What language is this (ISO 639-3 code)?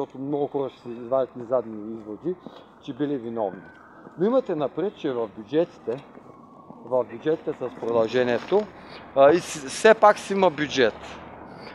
bul